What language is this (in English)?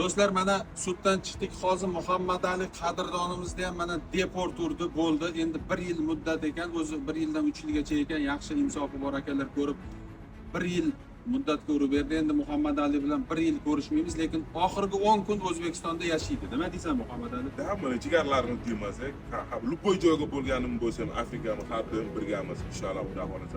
Uzbek